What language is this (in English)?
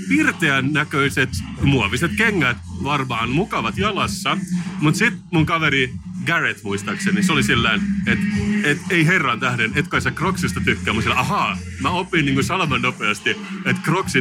Finnish